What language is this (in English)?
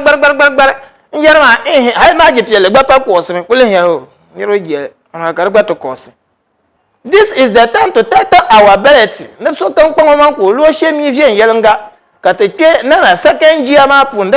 Dagbani